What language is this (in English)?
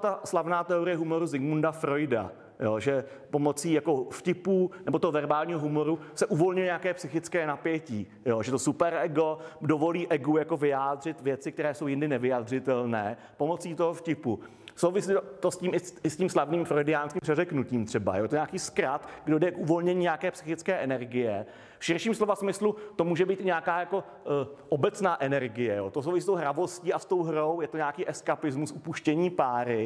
Czech